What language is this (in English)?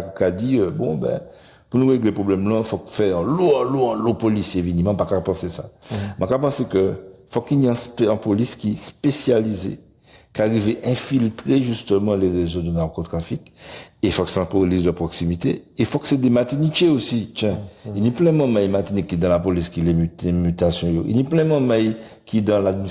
Guadeloupean Creole French